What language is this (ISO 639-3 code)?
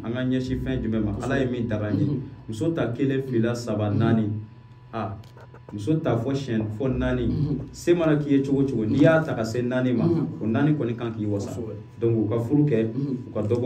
bam